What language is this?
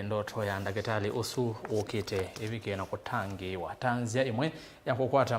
Kamba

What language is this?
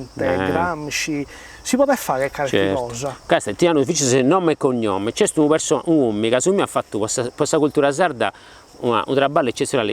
Sardinian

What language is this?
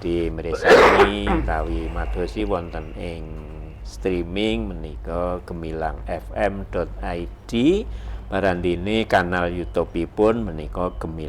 Javanese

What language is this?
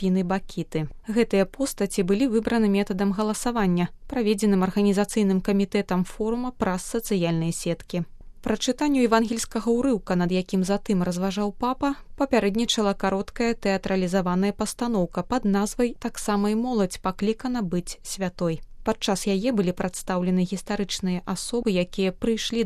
Belarusian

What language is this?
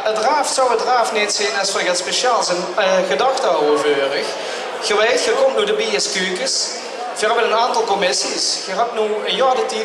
Limburgish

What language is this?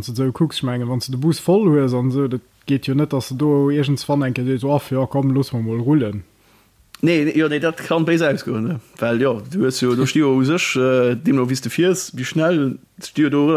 Luxembourgish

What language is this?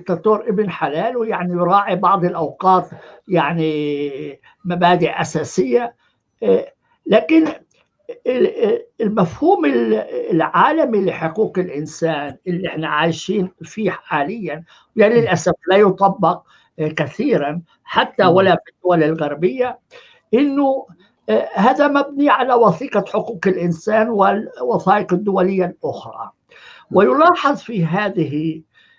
North Levantine Arabic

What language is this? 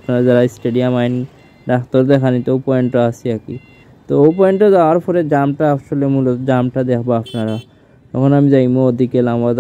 Sylheti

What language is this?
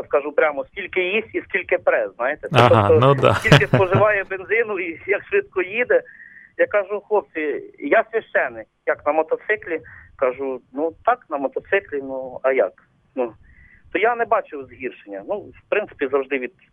Ukrainian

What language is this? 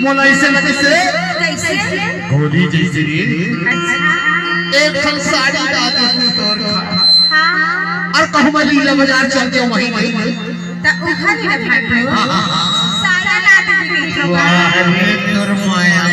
Chhattisgarhi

